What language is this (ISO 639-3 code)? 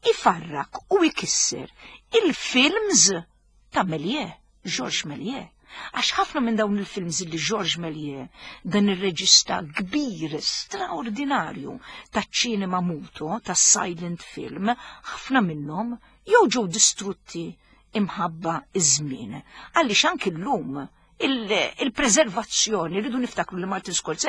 mlt